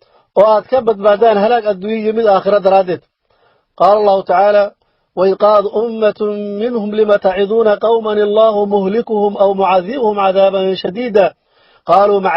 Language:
Somali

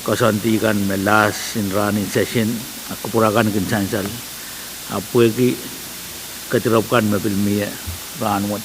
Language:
Pohnpeian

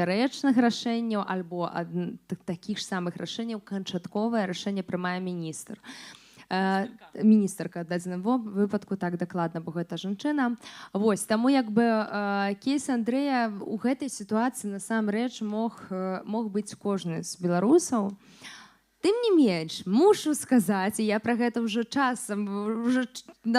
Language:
Belarusian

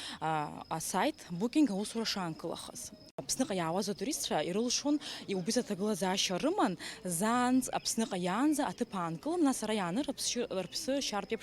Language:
Abkhazian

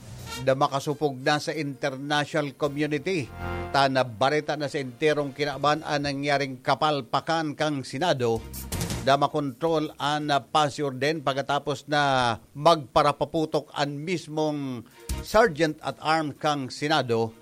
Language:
Bikol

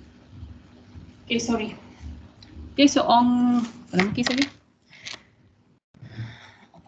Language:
Malay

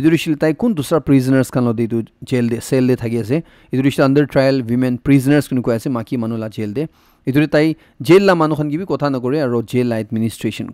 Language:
Naga Pidgin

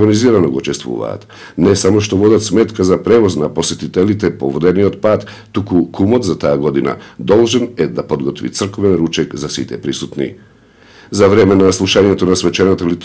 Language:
Macedonian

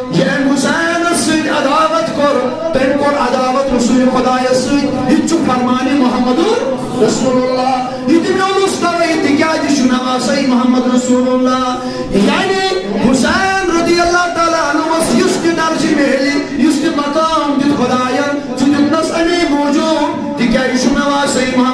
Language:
Kashmiri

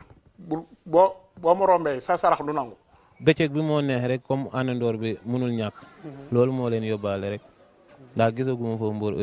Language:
Wolof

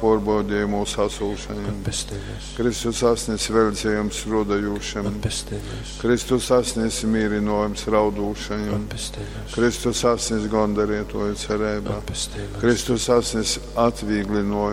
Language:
Latgalian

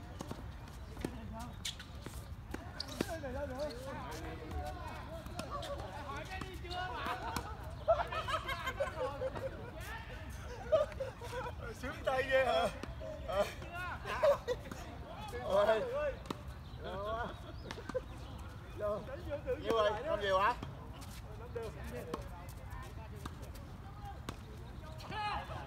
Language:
Vietnamese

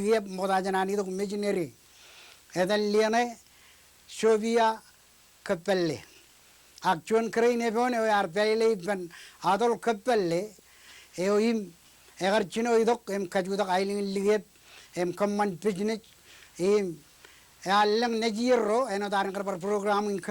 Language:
Marshallese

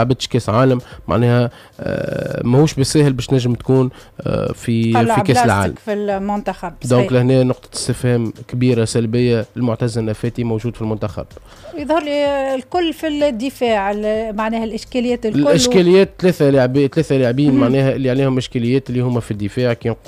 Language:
Tunisian Arabic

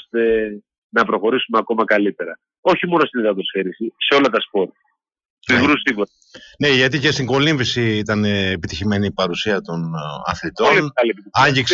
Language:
Greek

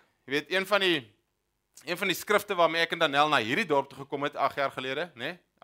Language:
Afrikaans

